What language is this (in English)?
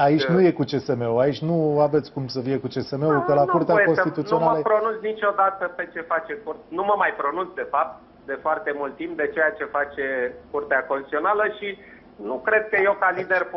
Romanian